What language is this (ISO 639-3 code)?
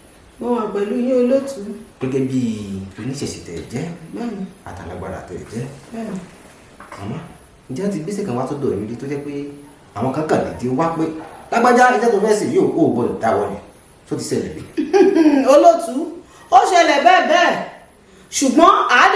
yor